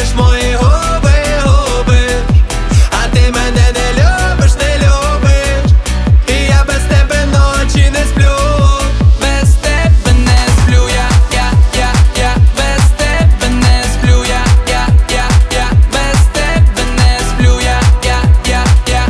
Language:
Ukrainian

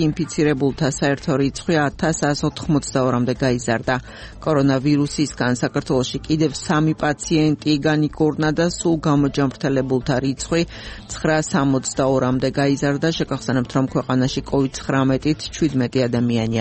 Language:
Georgian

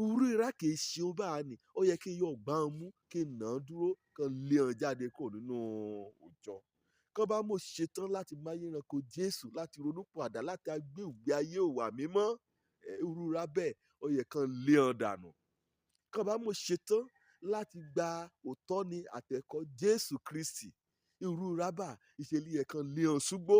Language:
Yoruba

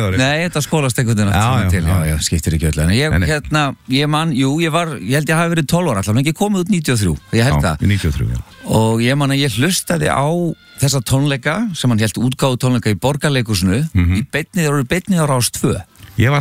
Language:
Icelandic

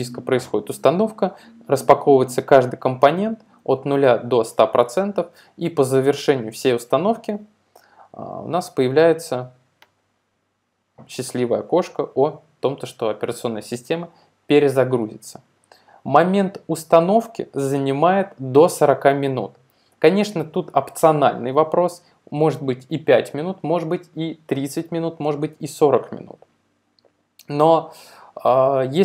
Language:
Russian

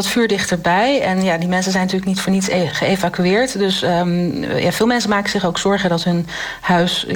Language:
Dutch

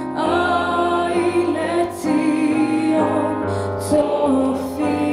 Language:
Hebrew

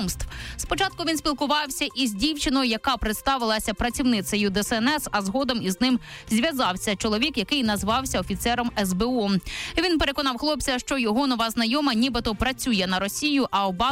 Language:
Ukrainian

